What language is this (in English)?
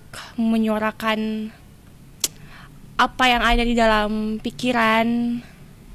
Indonesian